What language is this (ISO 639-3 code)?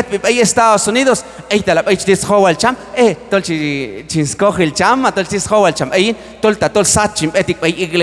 kjb